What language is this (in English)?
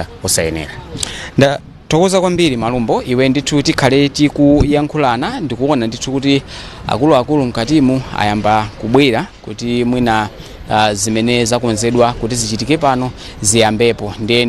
Nyanja